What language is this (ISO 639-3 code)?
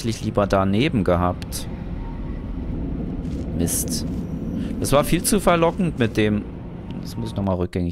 deu